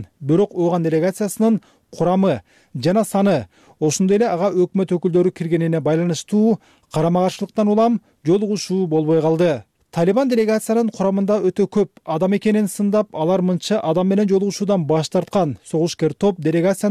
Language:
Kyrgyz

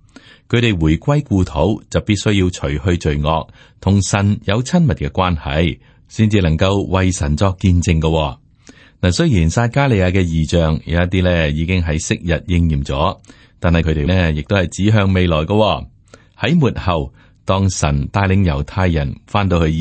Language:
Cantonese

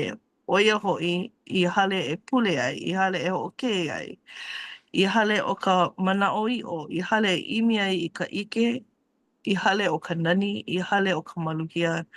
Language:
Hawaiian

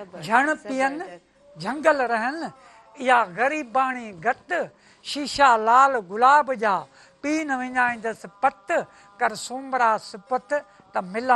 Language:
Sindhi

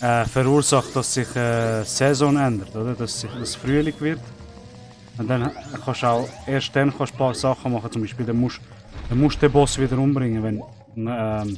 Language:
Swiss German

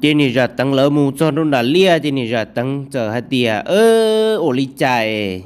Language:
Hmong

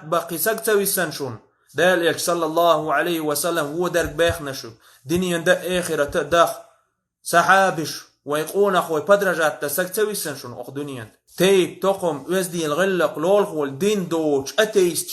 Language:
Chechen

